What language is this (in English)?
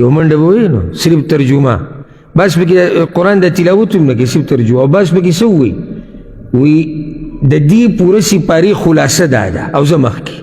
Pashto